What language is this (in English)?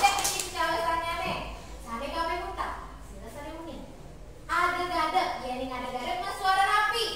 Balinese